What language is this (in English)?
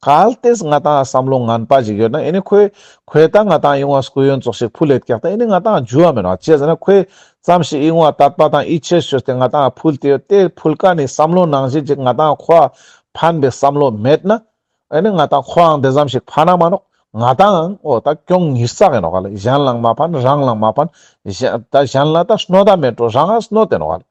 Ladakhi